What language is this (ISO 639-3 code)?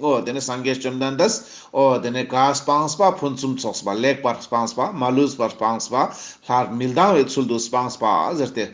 lbj